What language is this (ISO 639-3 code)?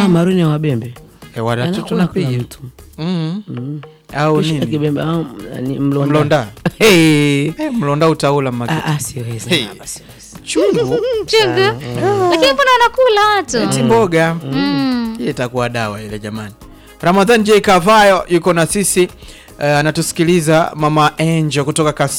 swa